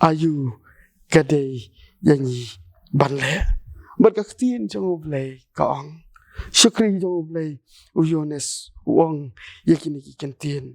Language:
Khasi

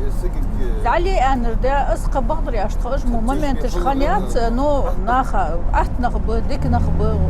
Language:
Ingush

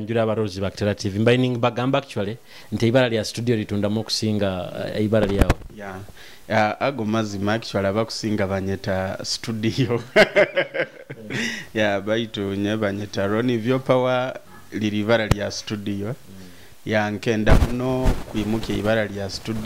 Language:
Nyoro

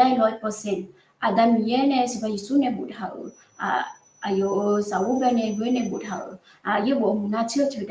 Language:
Akha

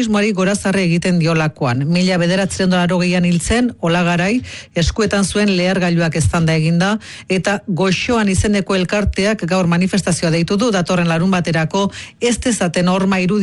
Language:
Basque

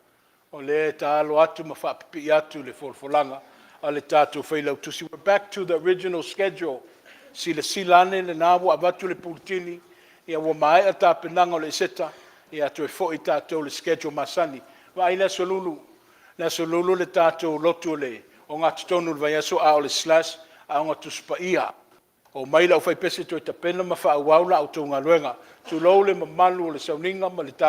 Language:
Samoan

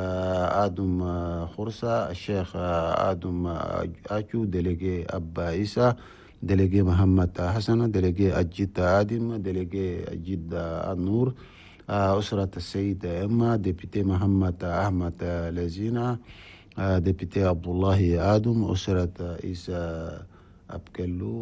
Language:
Chadian Arabic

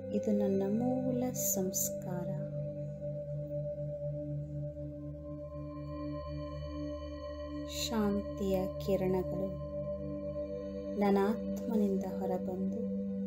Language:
Kannada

